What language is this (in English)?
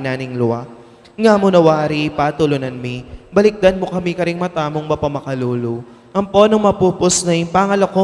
Pampanga